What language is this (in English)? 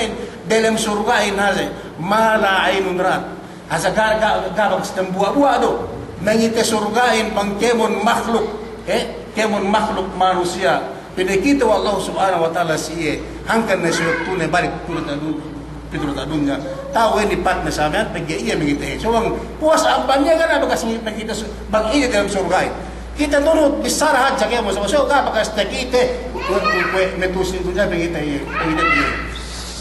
Yakan